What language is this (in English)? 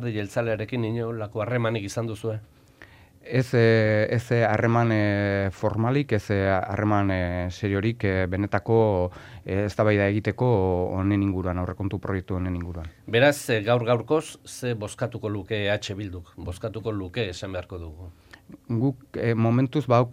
Basque